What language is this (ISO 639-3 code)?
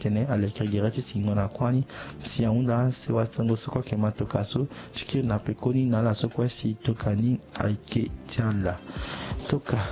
sag